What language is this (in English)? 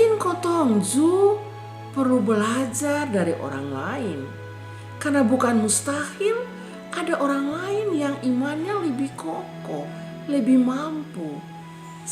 Kupang Malay